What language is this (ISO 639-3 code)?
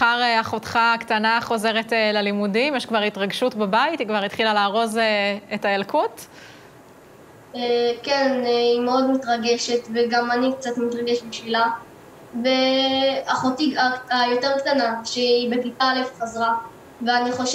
heb